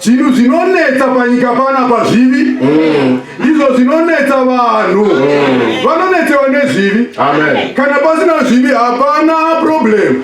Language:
Venda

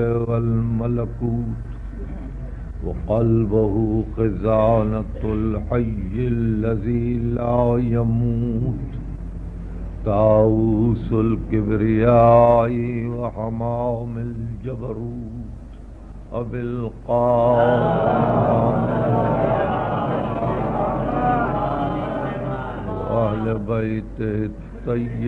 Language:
Urdu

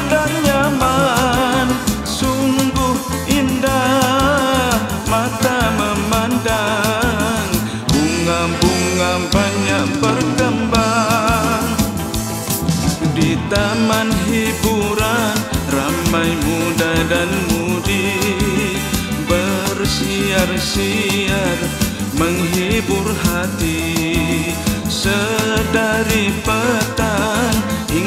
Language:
Malay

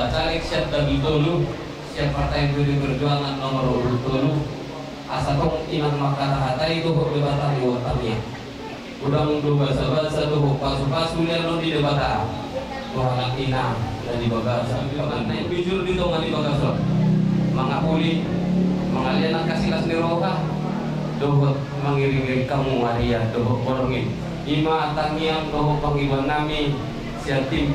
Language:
Batak Toba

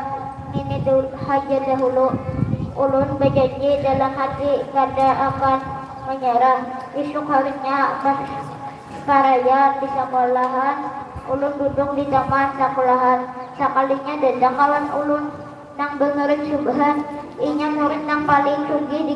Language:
Banjar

